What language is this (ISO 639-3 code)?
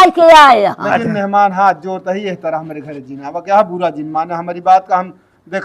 awa